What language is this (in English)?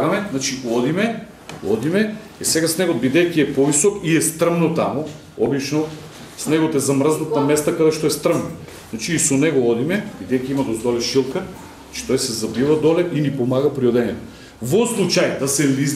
Macedonian